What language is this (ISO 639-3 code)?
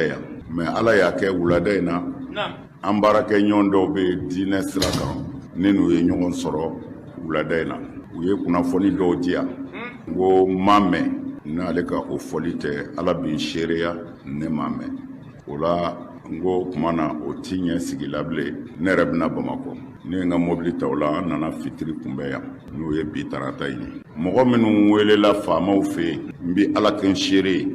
bam